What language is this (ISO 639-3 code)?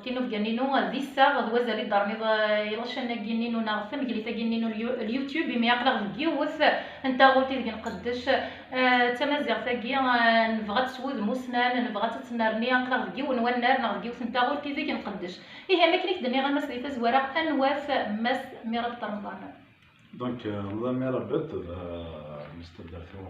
kab